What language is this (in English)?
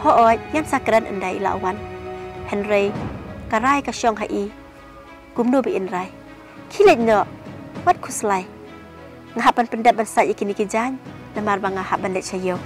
Khasi